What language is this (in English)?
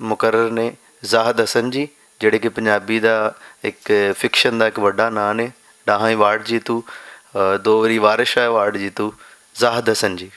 Western Panjabi